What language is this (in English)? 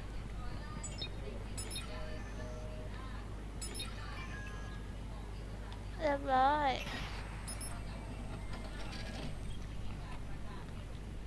Thai